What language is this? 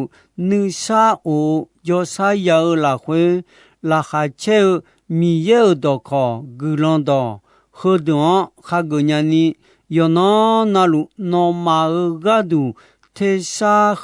Akha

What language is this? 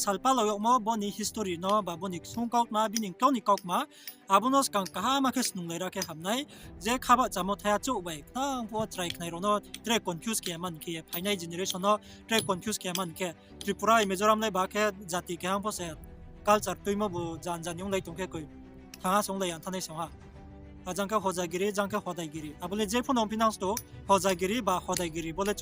Riang (India)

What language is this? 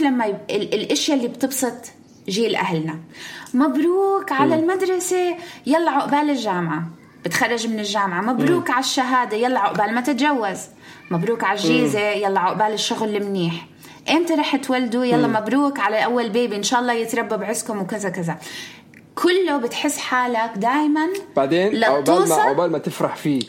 North Levantine Arabic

